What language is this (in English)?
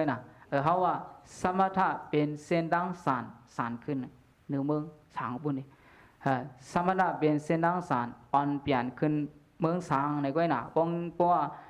Shan